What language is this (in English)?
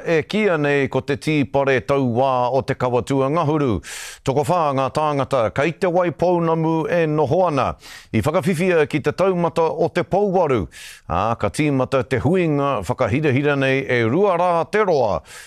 Māori